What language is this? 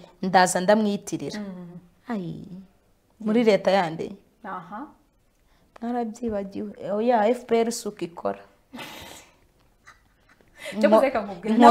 Kinyarwanda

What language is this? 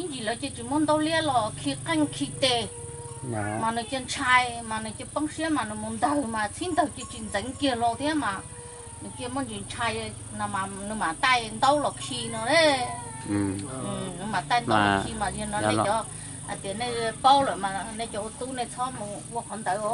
Hmong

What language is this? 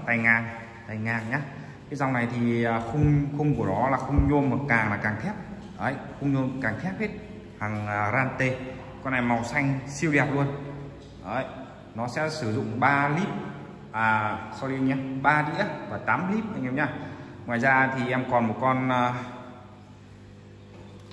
Vietnamese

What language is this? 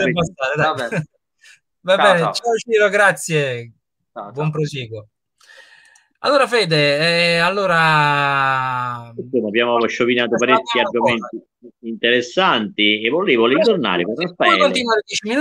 Italian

